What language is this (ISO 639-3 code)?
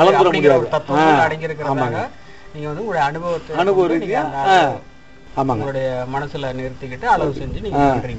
tam